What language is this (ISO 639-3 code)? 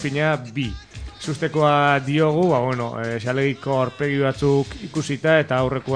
eus